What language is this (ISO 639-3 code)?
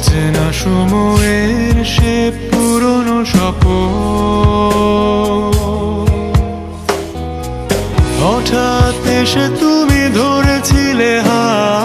ben